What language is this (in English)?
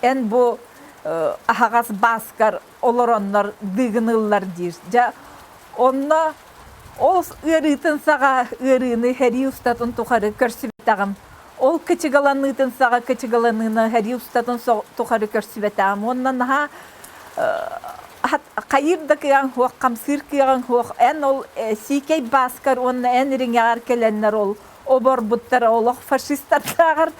Yakut